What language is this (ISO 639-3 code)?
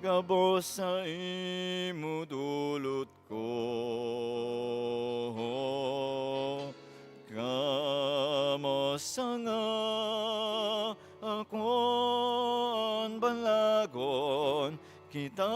bik